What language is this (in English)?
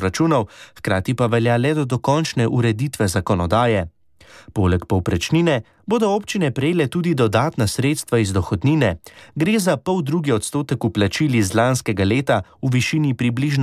Slovenian